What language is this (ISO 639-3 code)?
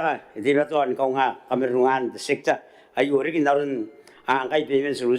gil